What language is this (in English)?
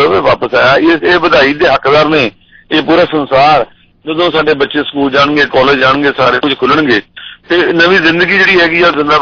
Punjabi